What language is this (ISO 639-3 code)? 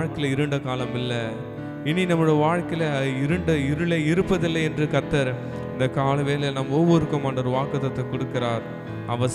tam